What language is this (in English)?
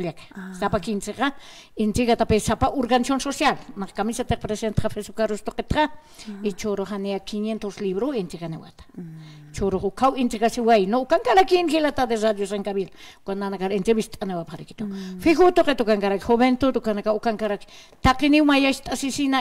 Aymara